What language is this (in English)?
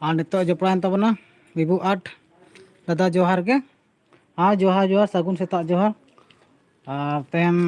Santali